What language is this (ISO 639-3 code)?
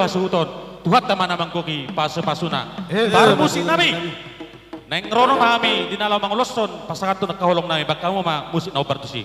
bbc